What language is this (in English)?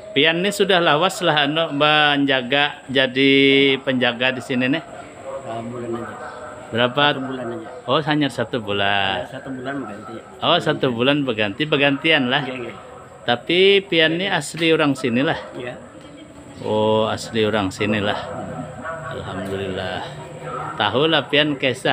Banjar